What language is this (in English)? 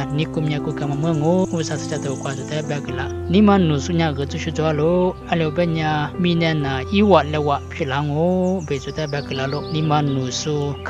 Lisu